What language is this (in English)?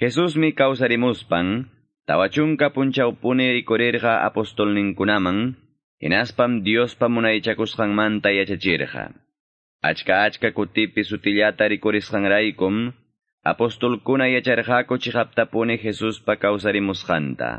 Quechua